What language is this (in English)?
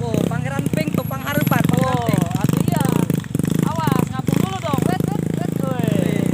Sundanese